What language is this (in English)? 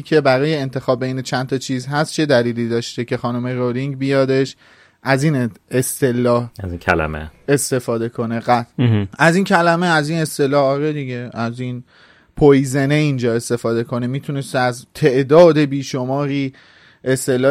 Persian